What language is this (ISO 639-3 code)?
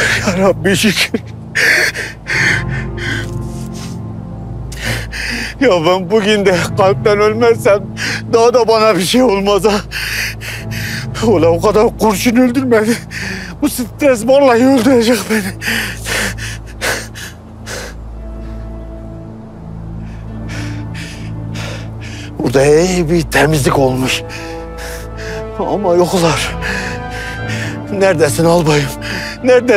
tur